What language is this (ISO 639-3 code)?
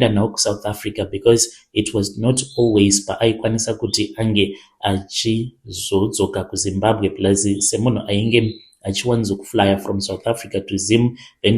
sna